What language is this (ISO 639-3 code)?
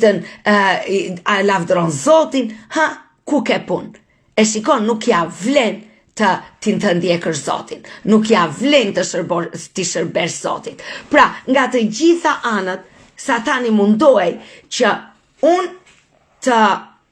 sqi